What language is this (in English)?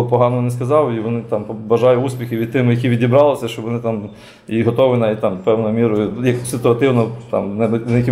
Ukrainian